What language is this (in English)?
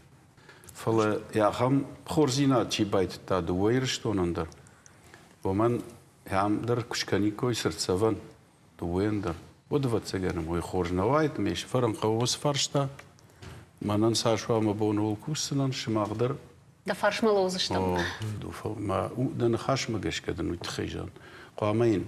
Ossetic